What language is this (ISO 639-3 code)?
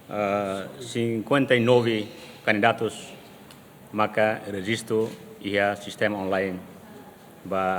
tet